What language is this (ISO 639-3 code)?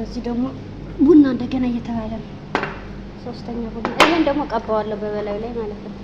amh